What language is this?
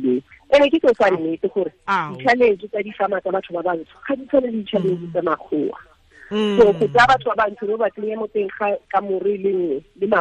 Tswana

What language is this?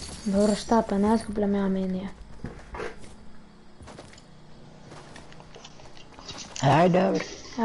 Croatian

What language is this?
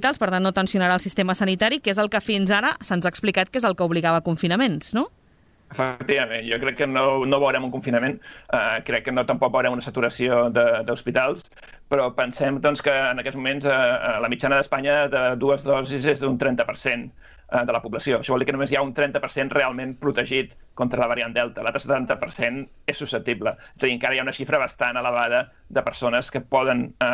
Catalan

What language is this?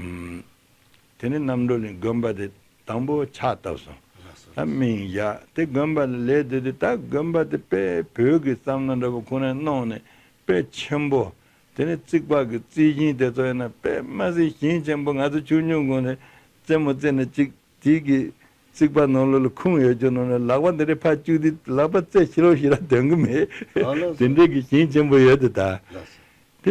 Tibetan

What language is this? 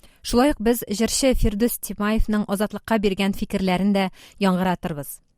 Tatar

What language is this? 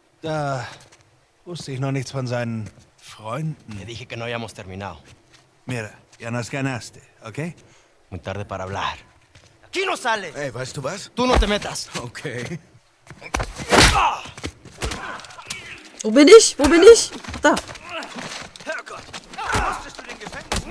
German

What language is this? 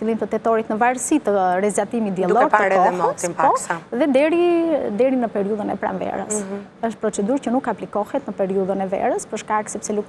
Albanian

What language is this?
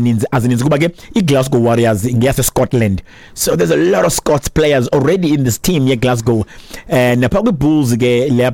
Xhosa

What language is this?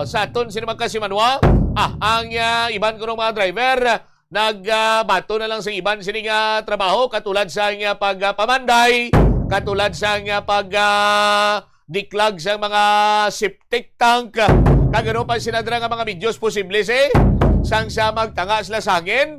Hiligaynon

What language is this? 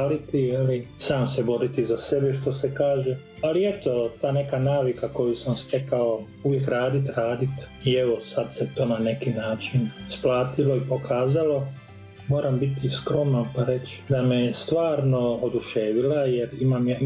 Croatian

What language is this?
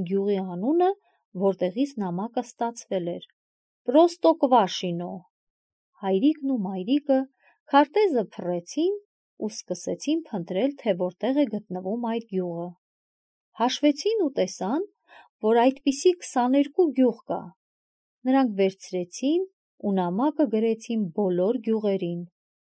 Armenian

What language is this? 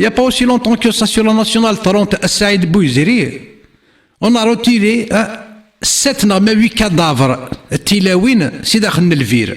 Kabyle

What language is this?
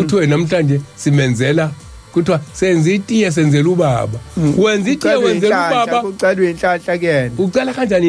Zulu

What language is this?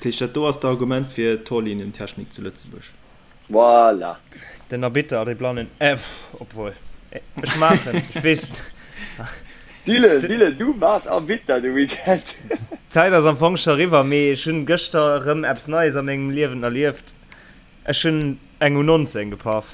Luxembourgish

